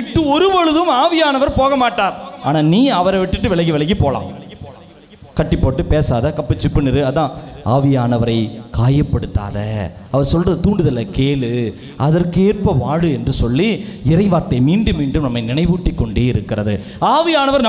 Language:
Tamil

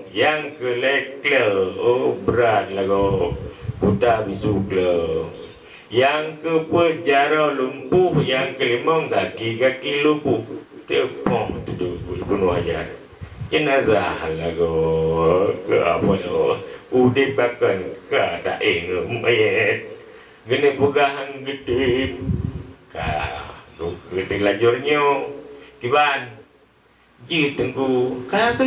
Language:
Achinese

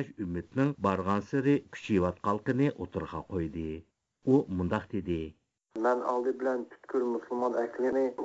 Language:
Uyghur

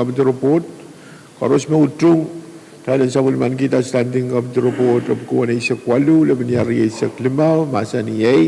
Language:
Pohnpeian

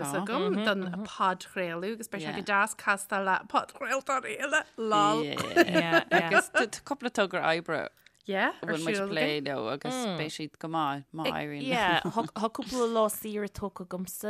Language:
Irish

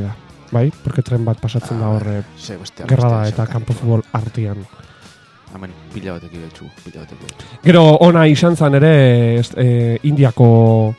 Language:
Basque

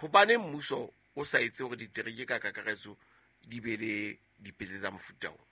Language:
Southern Sotho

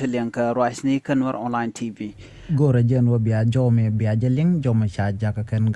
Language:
Nuer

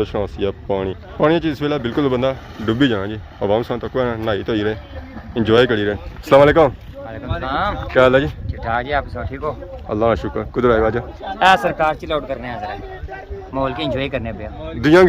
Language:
Pahari-Potwari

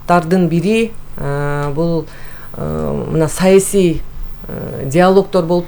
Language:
Kyrgyz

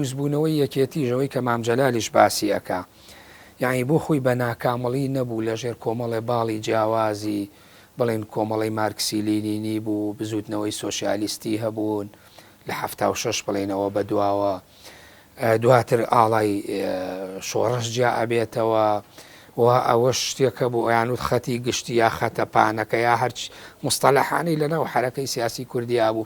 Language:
Central Kurdish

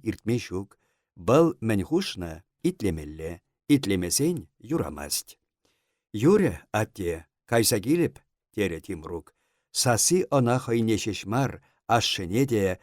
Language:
Chuvash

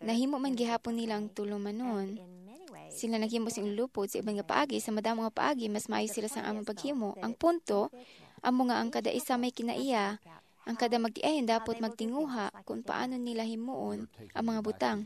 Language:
Hiligaynon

